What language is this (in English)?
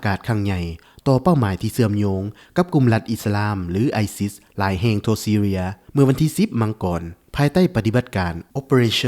Lao